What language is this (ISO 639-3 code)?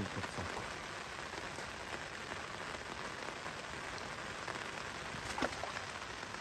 ukr